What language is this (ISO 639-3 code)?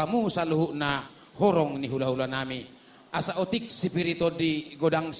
bbc